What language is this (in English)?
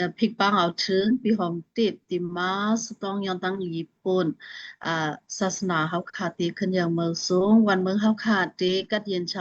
Shan